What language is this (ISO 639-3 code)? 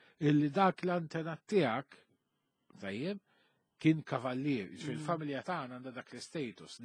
mlt